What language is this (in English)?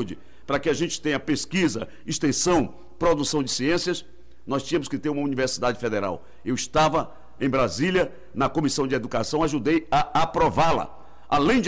Portuguese